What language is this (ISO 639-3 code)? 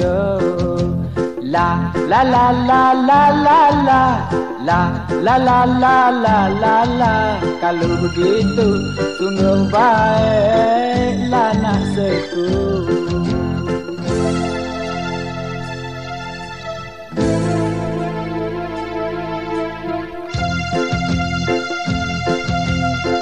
mfa